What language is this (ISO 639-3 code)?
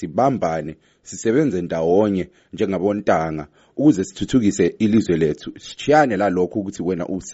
nde